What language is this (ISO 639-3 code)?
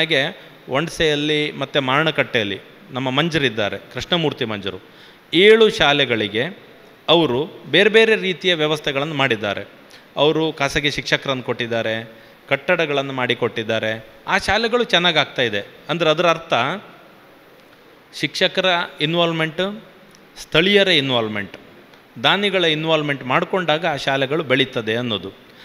kan